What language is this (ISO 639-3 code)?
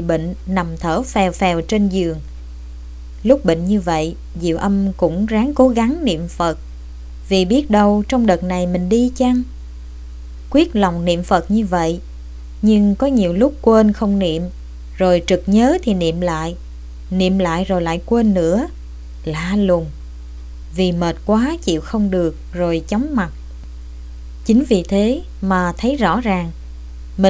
vie